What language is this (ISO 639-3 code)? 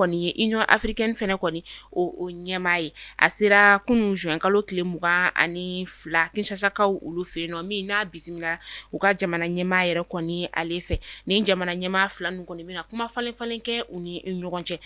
bam